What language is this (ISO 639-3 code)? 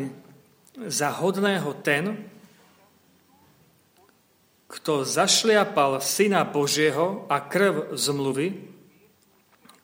slk